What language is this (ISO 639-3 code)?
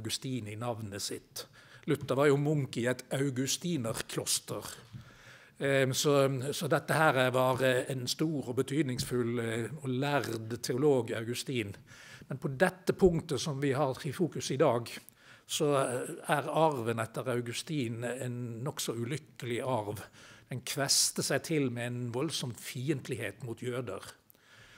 nor